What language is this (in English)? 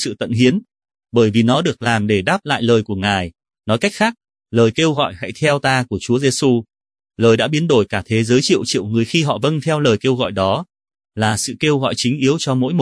Vietnamese